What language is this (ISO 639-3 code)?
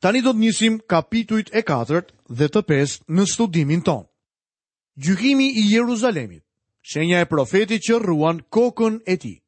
sqi